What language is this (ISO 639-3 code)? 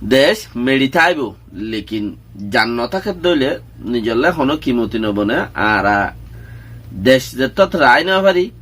rhg